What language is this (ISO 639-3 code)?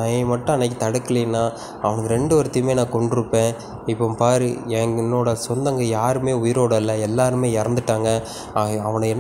tam